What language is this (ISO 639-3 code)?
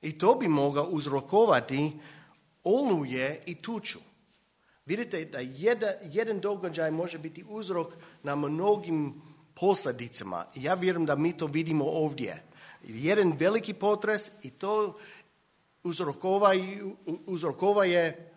hrv